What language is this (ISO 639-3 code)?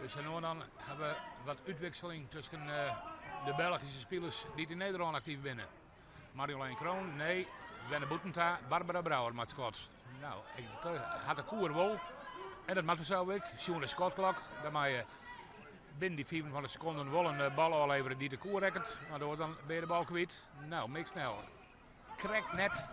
fry